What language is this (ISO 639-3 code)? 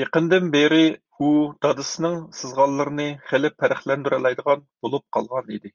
uig